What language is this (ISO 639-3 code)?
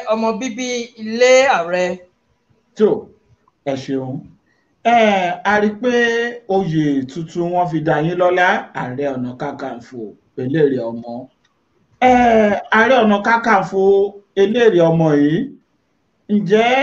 yor